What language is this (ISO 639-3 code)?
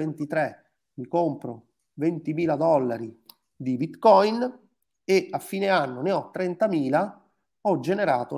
ita